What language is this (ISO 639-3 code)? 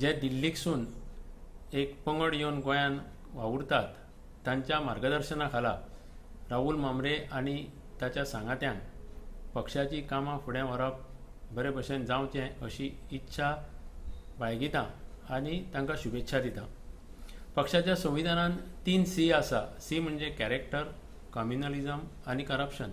kok